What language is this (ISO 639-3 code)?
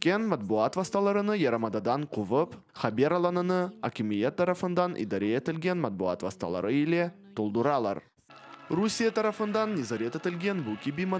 crh